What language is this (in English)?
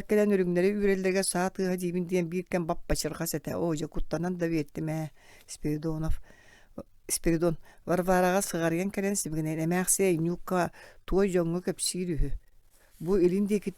Yakut